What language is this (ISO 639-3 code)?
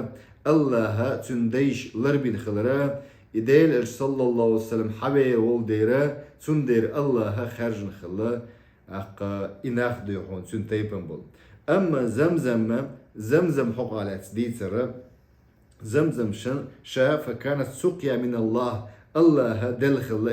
che